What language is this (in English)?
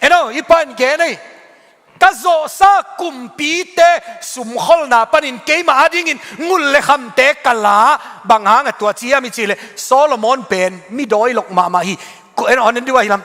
Tedim Chin